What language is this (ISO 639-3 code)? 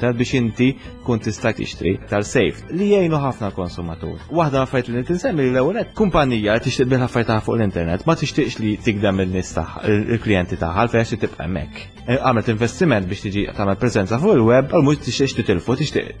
mlt